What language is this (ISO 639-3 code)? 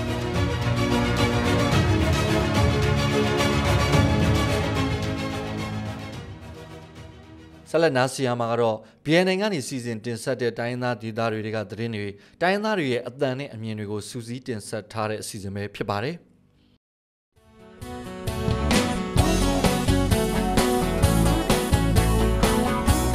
mya